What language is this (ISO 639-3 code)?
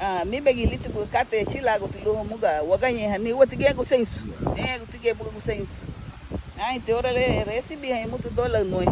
cab